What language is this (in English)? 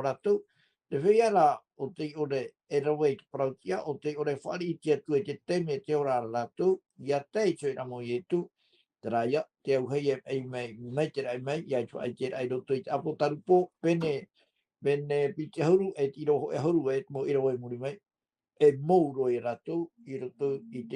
Tahitian